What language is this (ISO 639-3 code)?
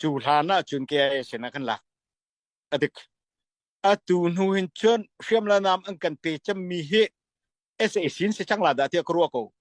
cfm